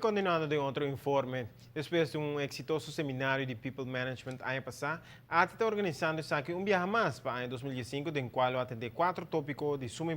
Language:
Papiamento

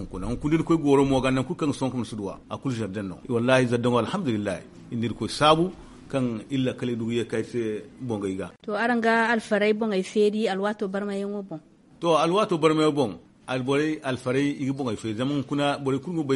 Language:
Zarma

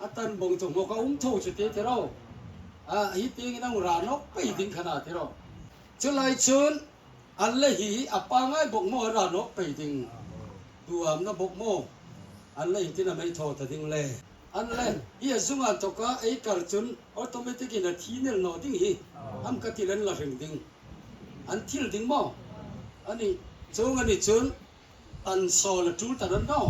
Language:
Hmar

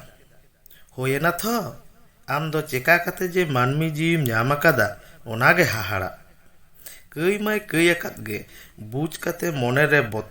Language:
Santali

